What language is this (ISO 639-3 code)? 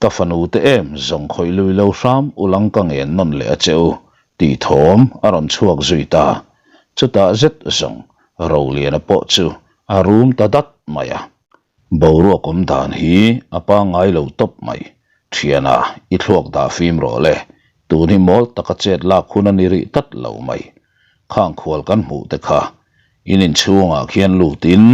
lus